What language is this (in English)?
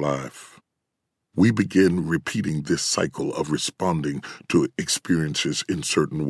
English